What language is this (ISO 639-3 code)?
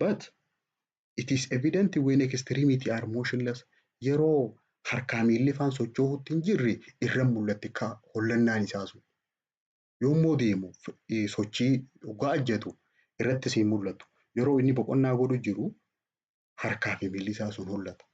orm